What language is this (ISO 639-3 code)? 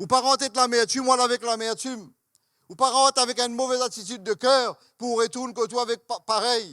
mfe